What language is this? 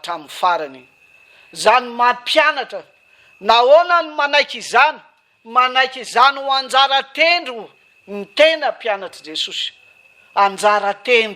Malagasy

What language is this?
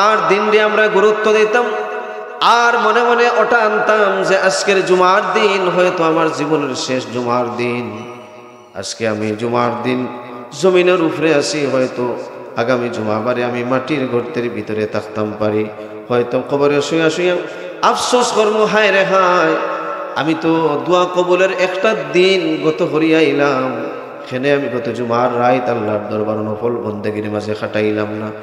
Sylheti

